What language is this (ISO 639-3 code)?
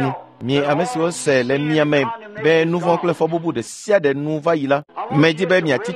ewe